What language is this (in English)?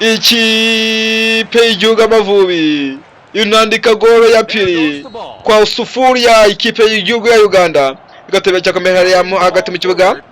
Kinyarwanda